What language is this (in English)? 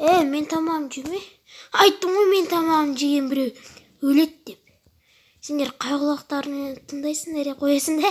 Kazakh